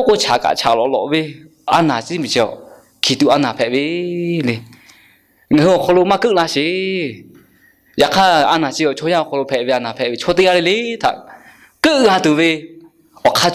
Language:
Lahu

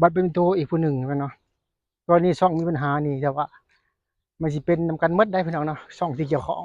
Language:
Lao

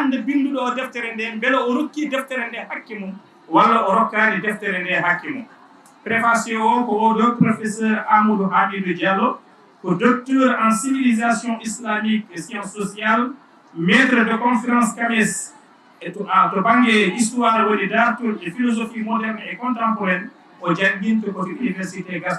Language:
Fula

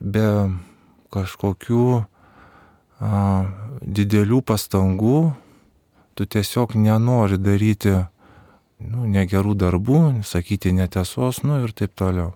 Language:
Lithuanian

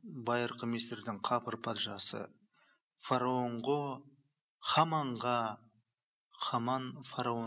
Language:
Kyrgyz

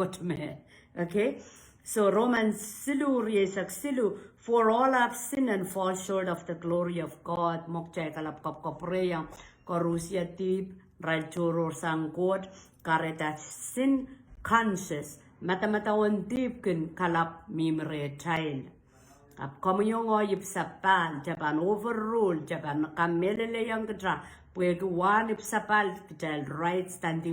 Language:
Pohnpeian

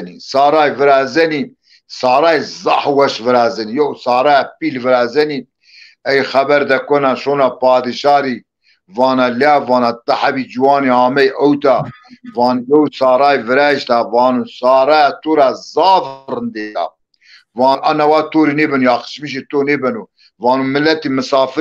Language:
Zaza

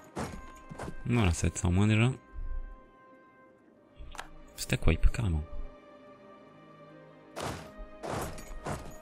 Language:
French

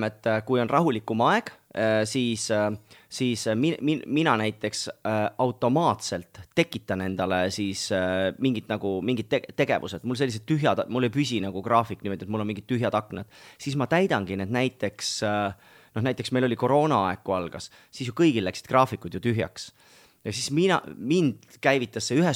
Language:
Estonian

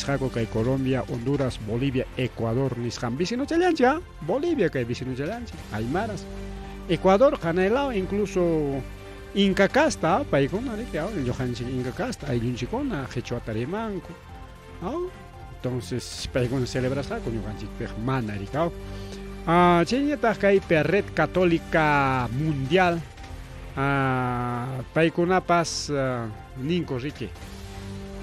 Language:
Ayacucho Quechua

